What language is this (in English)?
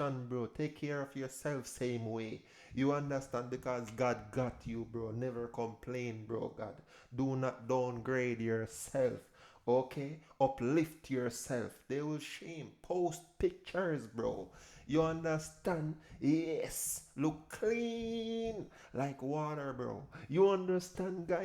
Jamaican Creole English